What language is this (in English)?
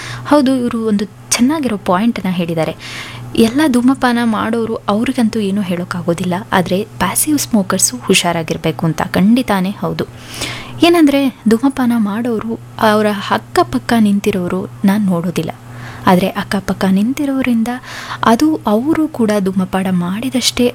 Kannada